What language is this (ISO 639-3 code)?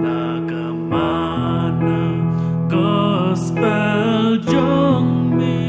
kha